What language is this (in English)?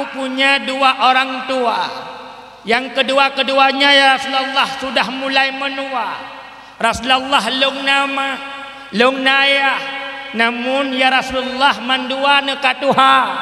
Achinese